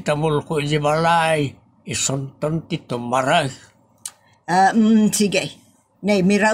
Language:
Iloko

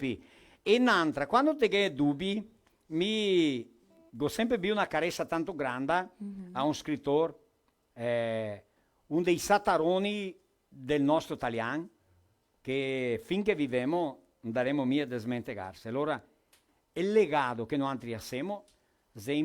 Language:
Venetian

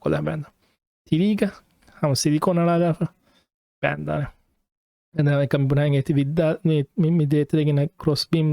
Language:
Divehi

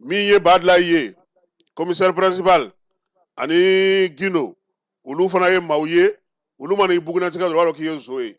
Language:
Bambara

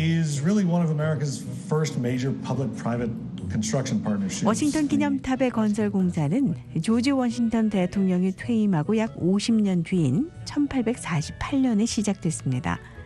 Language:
Korean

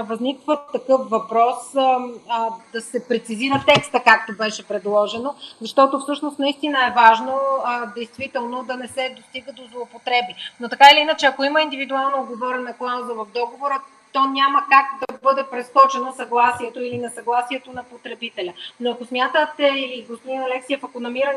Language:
Bulgarian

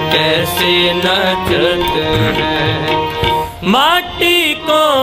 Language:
Punjabi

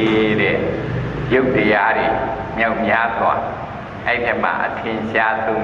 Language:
Burmese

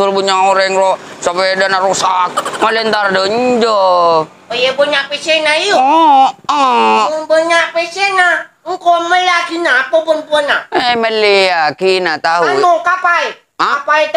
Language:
Madurese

